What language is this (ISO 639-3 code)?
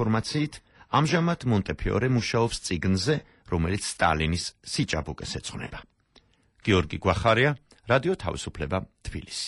kat